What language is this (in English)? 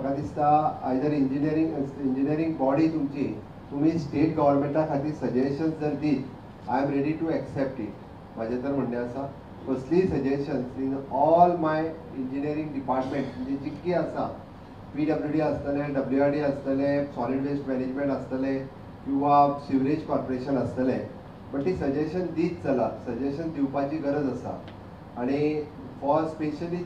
Konkani